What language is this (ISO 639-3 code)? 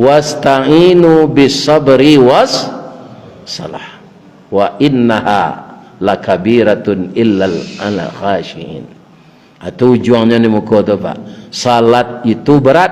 min